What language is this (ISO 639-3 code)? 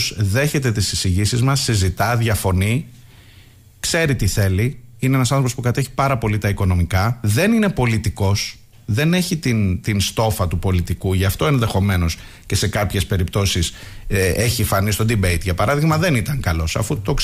ell